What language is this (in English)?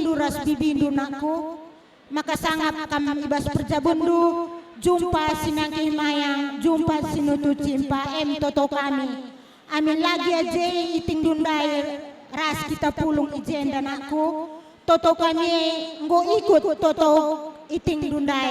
Batak Karo